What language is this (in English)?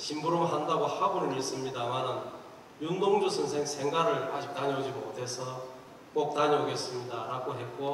Korean